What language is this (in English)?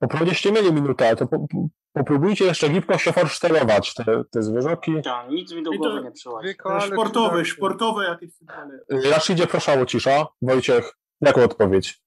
Silesian